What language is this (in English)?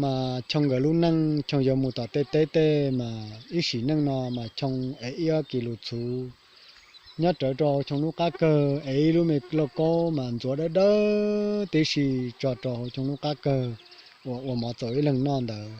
Hmong